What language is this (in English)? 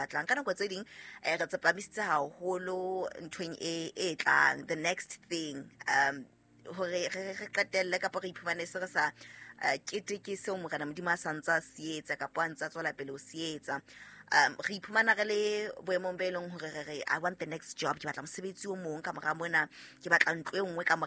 Southern Sotho